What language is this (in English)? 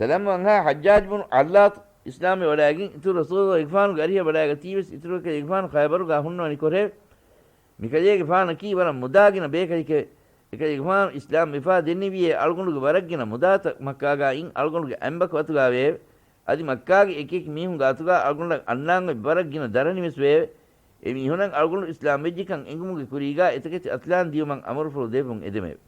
Divehi